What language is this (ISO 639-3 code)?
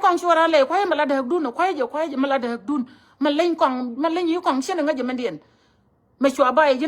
nus